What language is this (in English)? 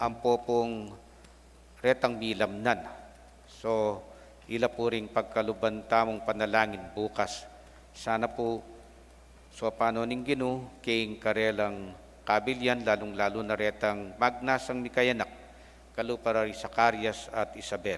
Pampanga